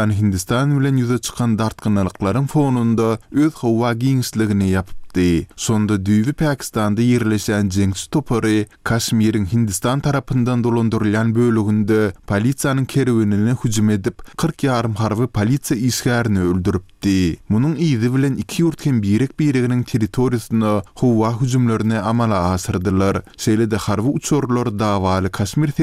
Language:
Turkmen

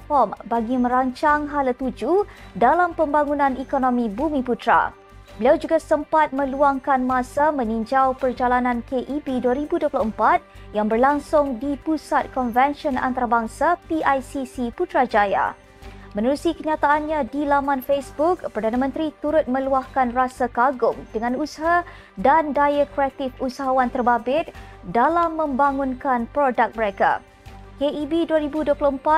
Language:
Malay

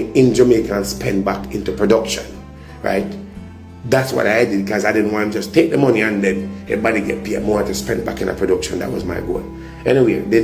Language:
Jamaican Creole English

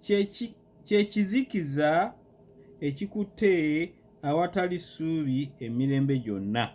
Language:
Ganda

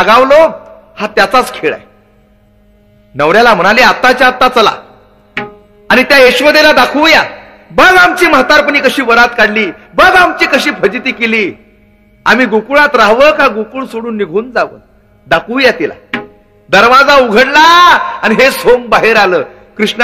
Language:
Marathi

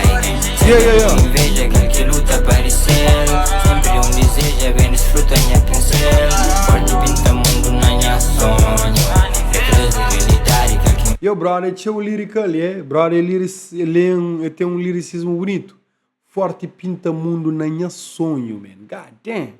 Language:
Kabuverdianu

